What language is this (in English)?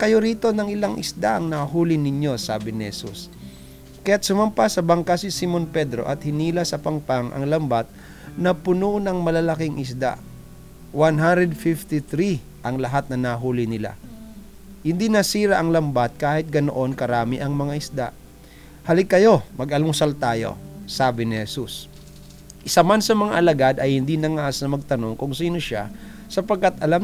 Filipino